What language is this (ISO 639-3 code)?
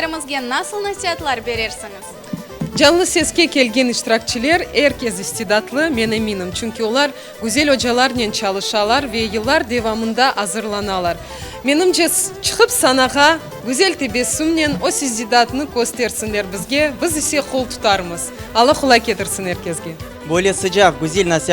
crh